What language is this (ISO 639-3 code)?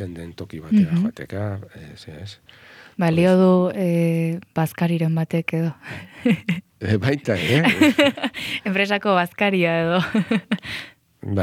eus